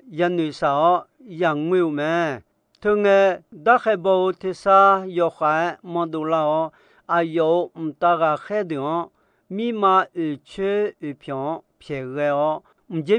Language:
Akha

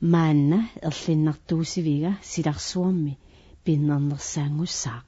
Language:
Kalaallisut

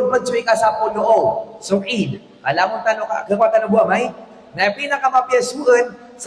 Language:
Maranao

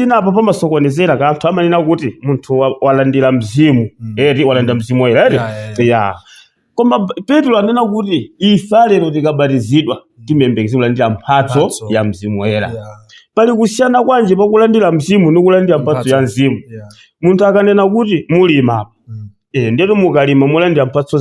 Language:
Nyanja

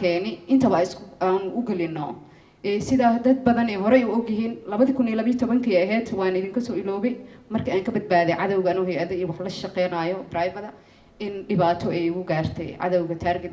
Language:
Somali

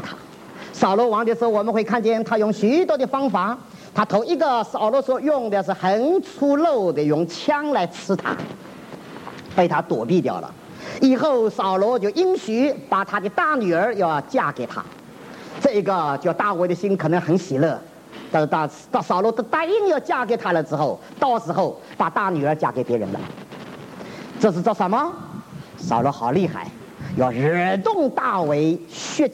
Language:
Chinese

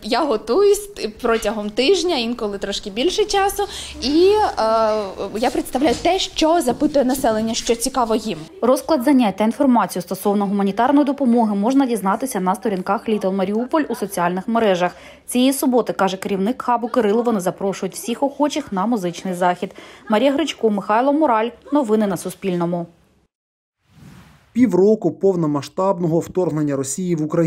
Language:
Ukrainian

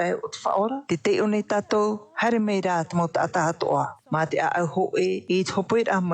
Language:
Tahitian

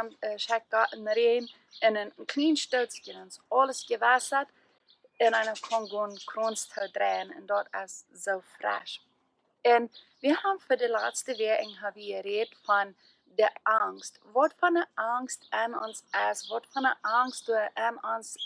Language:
Plautdietsch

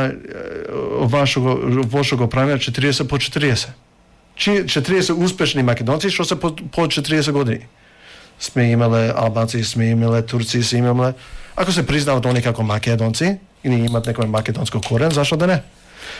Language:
Macedonian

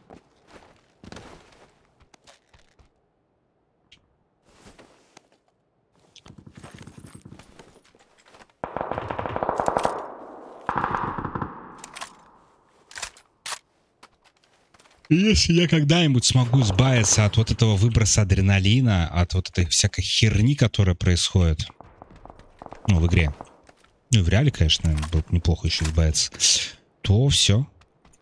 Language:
Russian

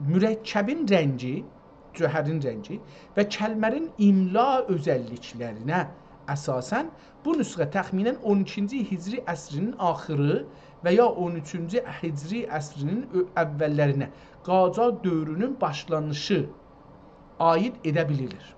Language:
South Azerbaijani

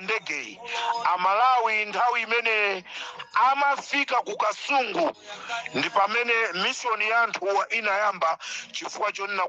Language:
Nyanja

